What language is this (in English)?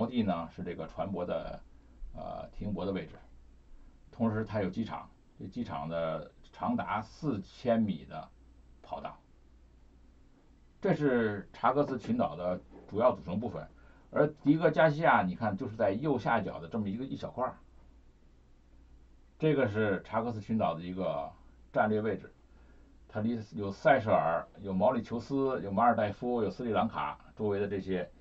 Chinese